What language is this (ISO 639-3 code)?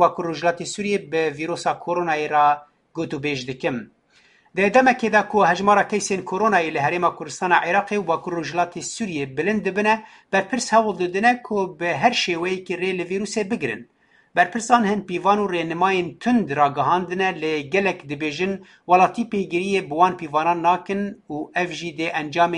kur